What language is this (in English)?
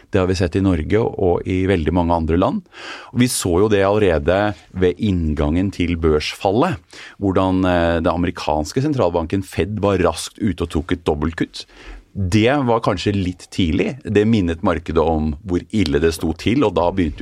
Norwegian